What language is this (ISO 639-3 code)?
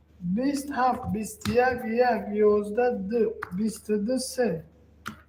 tgk